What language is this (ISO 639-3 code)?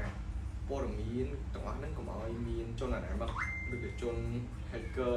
khm